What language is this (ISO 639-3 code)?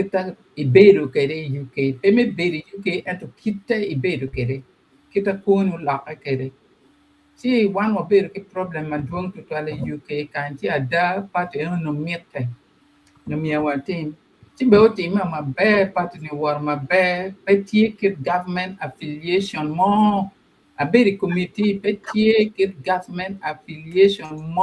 ach